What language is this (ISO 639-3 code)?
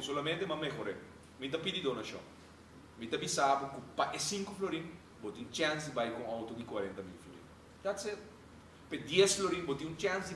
pap